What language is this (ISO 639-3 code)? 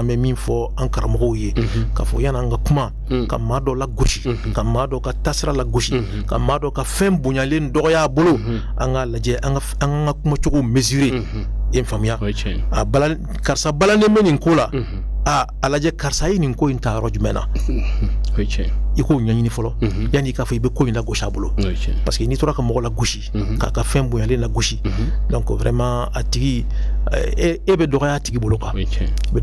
bam